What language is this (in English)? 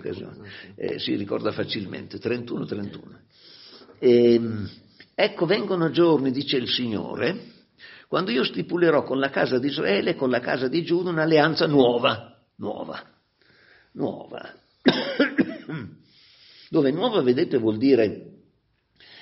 Italian